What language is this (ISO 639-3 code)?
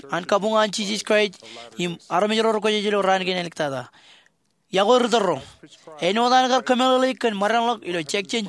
mah